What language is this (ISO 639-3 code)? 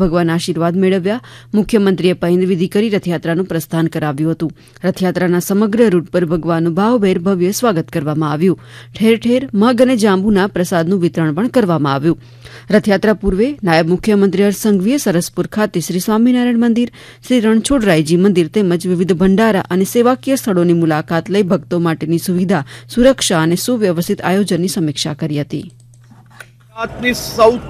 guj